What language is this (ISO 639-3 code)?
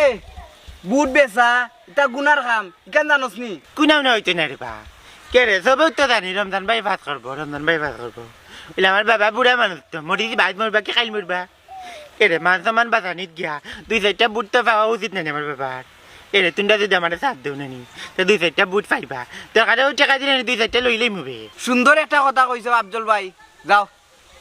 syl